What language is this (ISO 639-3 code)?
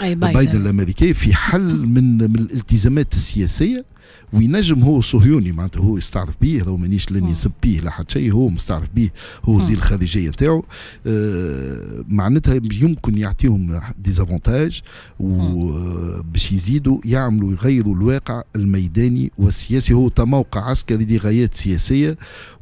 aeb